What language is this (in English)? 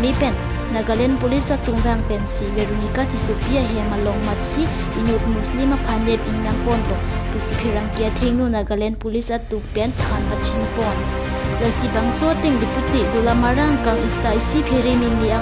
Karbi